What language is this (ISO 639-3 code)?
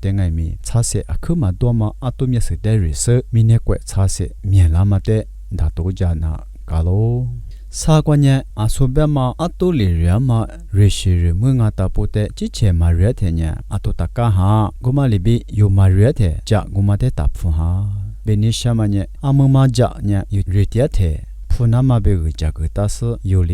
lis